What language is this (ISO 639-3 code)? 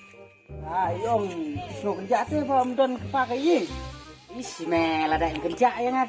kha